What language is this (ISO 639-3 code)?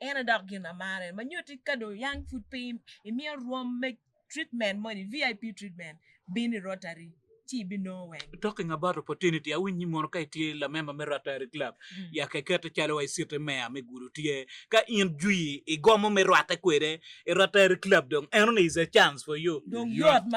ach